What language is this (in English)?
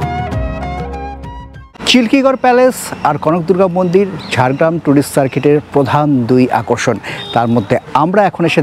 Bangla